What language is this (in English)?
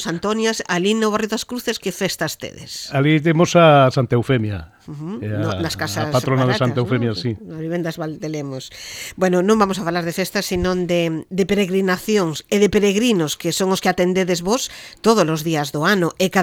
Galician